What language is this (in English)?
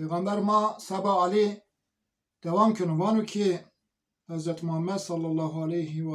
Zaza